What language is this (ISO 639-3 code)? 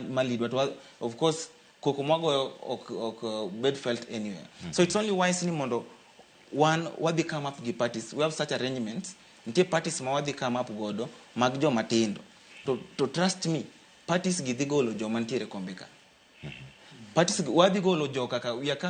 luo